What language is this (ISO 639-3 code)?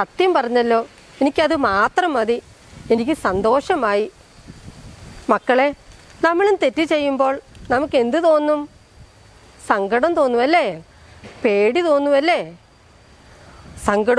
mal